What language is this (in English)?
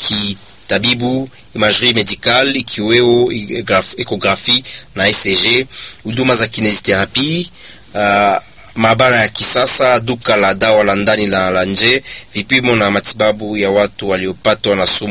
Swahili